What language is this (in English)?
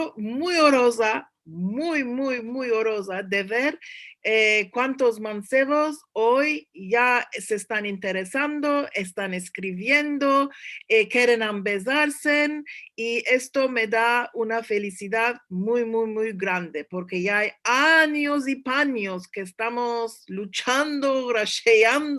Ladino